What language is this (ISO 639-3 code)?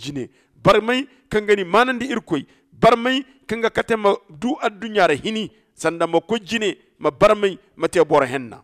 dje